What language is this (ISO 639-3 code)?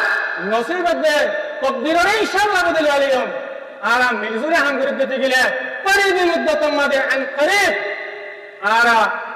rhg